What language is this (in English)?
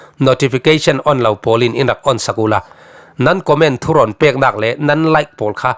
Falam Chin